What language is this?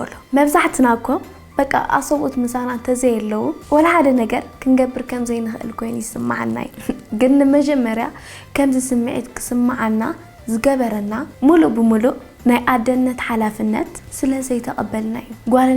Tigrinya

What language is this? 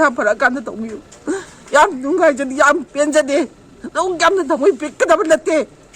Manipuri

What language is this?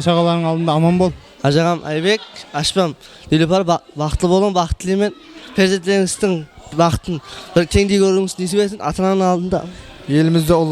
Kara-Kalpak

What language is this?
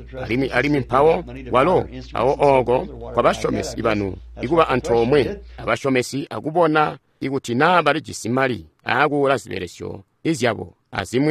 Tonga (Zambia)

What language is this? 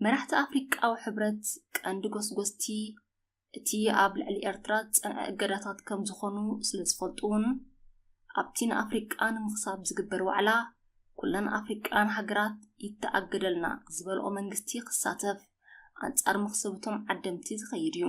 Tigrinya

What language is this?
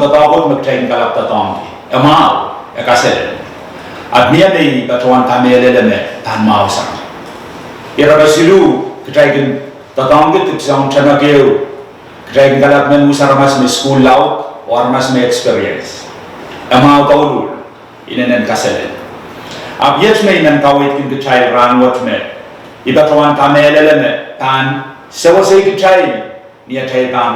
Pohnpeian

